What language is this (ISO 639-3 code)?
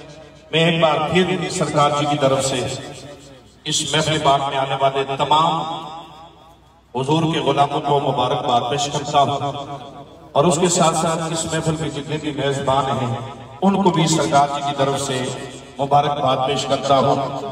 urd